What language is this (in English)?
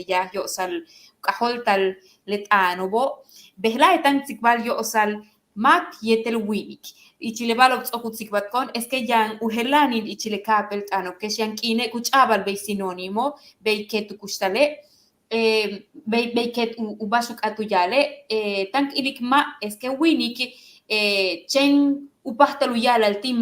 Yucateco